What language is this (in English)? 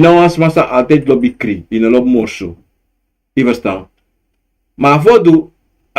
Sranan Tongo